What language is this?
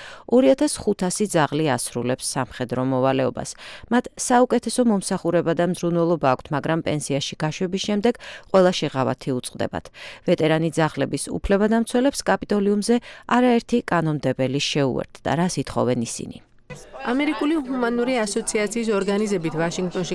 Georgian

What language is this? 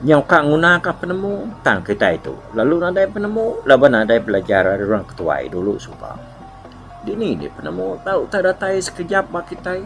Iban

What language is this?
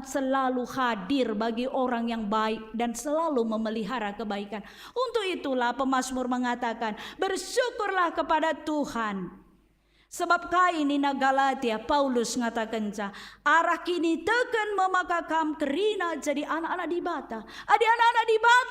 Batak Karo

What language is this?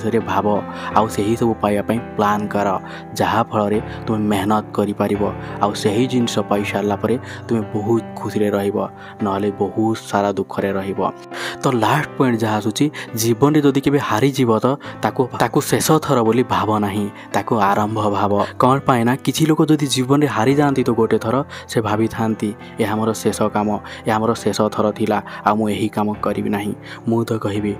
Odia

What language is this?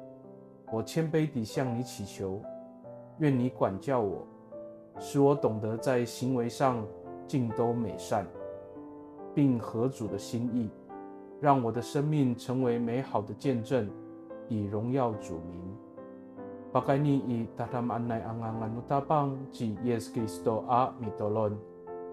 Amis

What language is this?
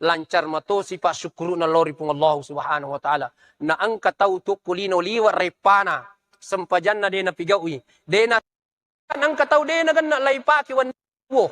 Buginese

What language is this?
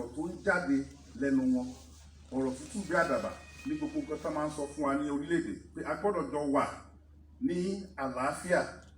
Yoruba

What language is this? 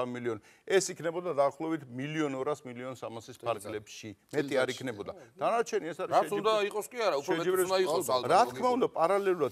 Georgian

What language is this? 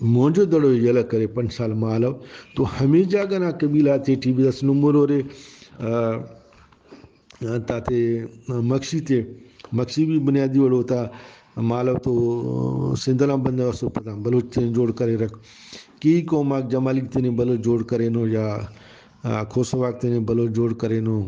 Brahui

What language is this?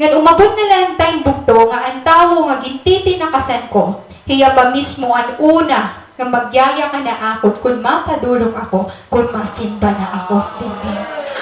Waray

